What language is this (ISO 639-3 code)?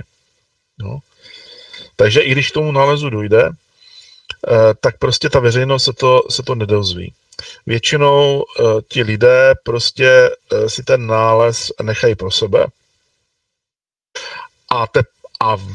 ces